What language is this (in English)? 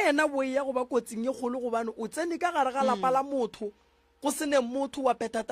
Northern Sotho